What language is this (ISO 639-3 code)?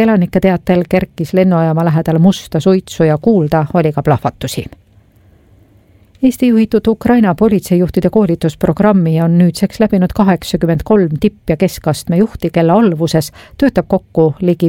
est